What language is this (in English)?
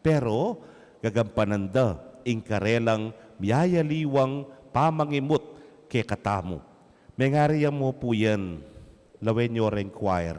Pampanga